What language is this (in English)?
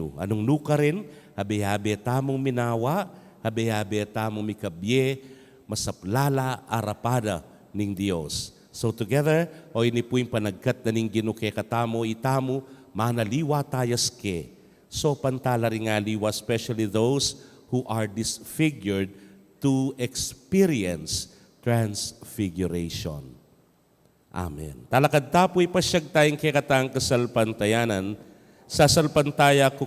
Pampanga